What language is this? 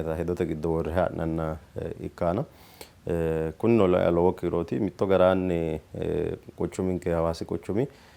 Sidamo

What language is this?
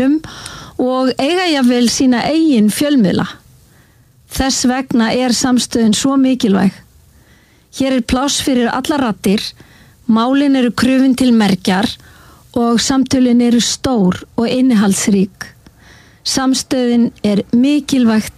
Icelandic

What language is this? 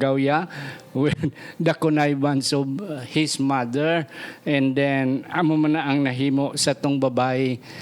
Hiligaynon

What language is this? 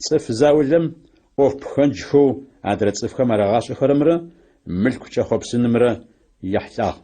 Adyghe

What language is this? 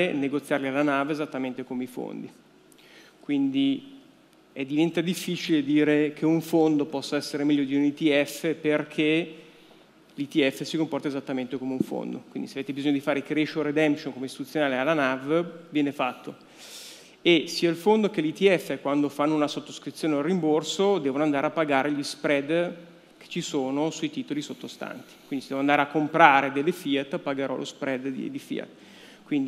Italian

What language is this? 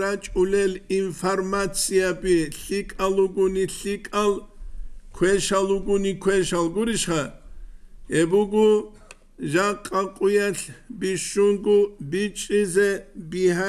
Avaric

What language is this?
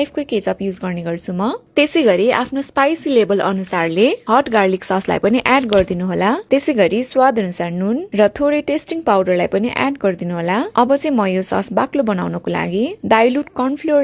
Nepali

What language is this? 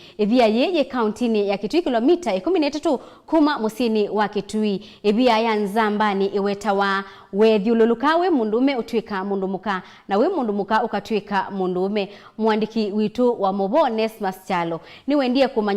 Kamba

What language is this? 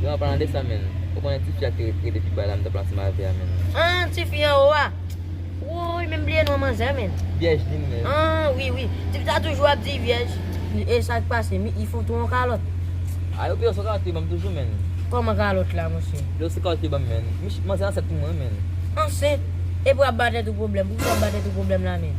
Haitian Creole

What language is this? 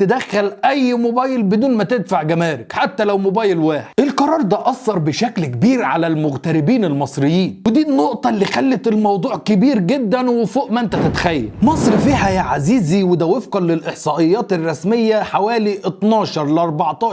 Egyptian Arabic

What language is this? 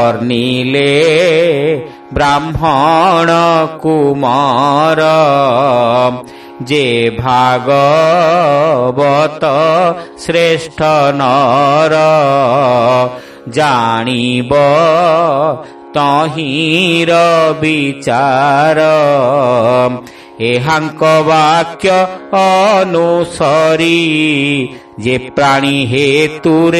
Odia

